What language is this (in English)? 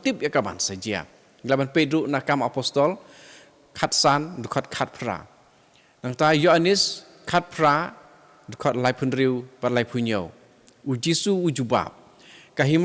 Khasi